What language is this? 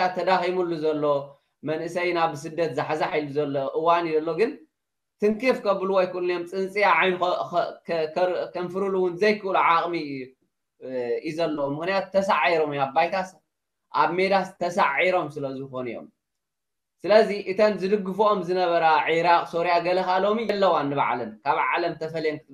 Tigrinya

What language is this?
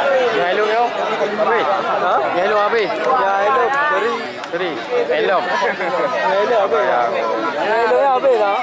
Achinese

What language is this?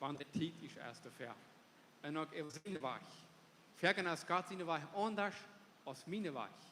Plautdietsch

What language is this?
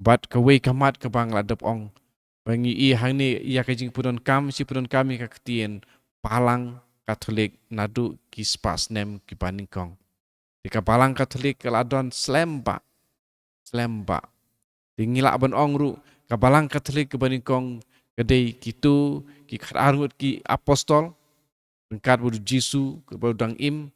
Khasi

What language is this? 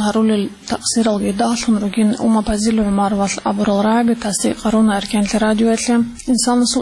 Avaric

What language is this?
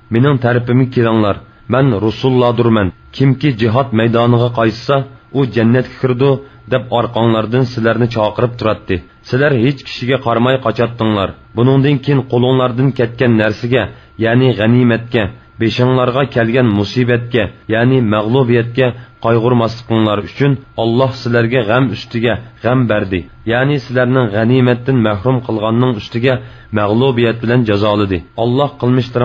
Uyghur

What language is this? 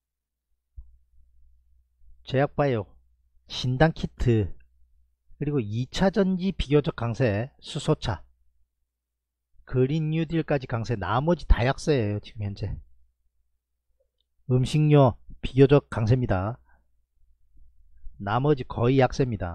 Korean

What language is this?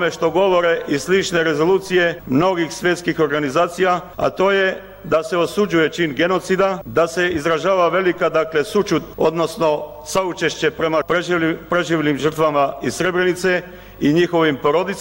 Bosnian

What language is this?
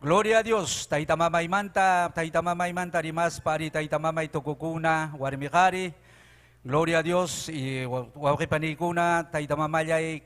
Ayacucho Quechua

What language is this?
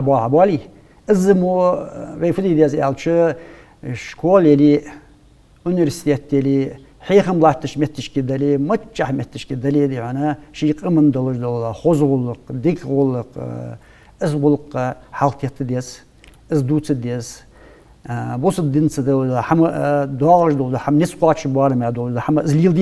Ingush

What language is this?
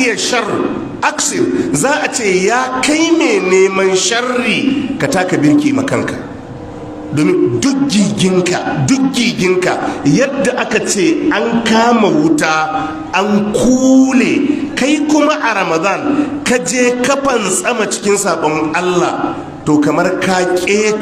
Hausa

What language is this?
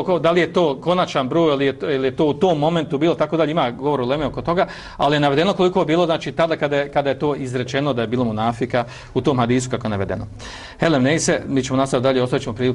Bosnian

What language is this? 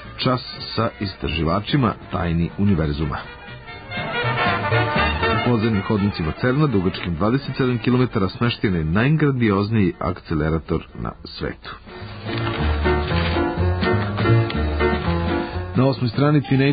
Serbian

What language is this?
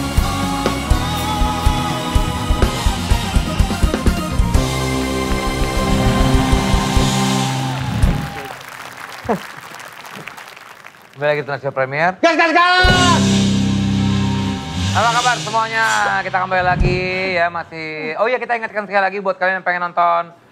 Indonesian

